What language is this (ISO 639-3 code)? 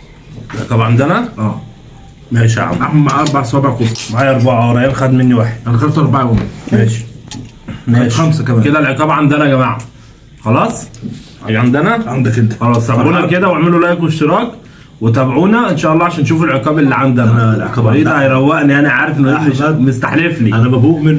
arz